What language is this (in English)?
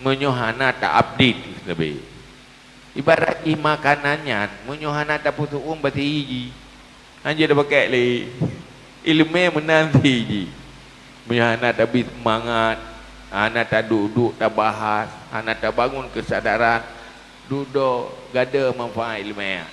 Achinese